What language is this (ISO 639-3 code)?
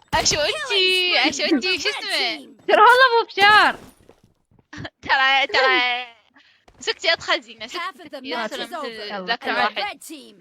acm